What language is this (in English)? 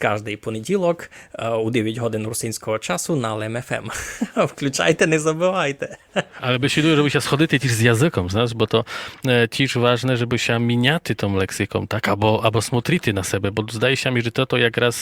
Rusyn